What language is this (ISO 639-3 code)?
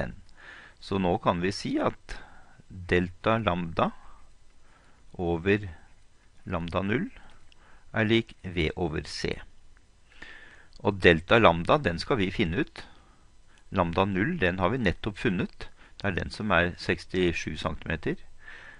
nor